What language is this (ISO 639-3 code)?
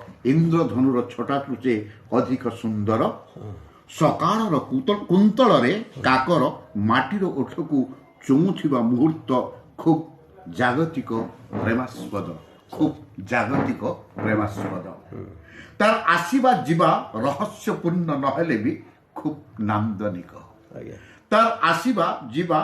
ori